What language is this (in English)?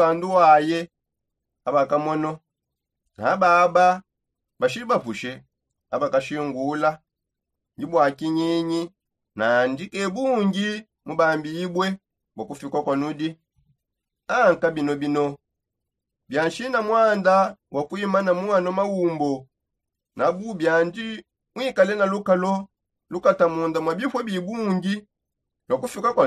Songe